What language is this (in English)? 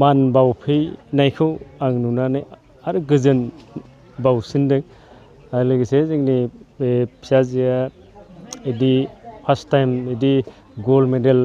Bodo